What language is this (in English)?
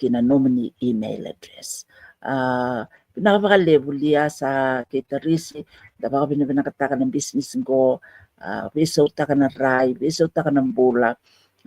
Fijian